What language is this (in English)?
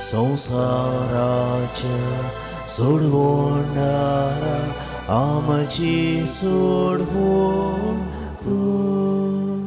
Konkani